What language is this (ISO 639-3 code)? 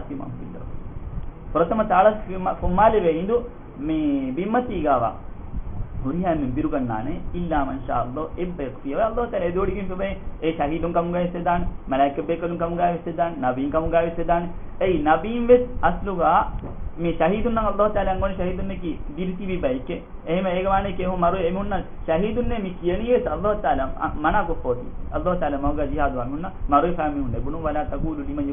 div